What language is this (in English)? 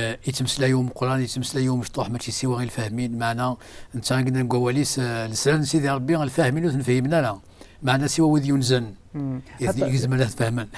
Kabyle